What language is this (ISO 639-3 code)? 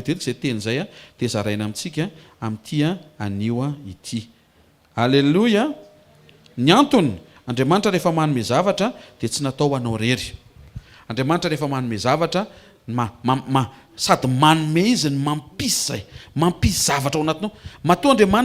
mlg